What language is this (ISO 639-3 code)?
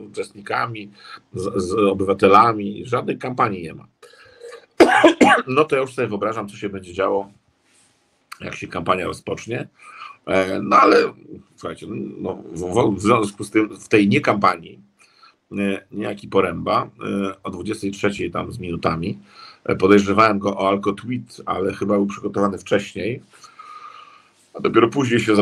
pol